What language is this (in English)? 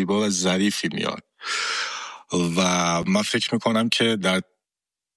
Persian